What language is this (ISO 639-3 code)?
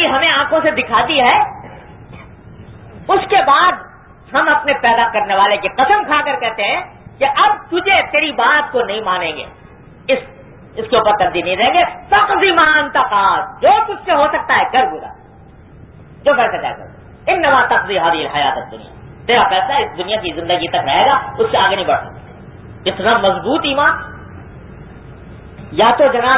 urd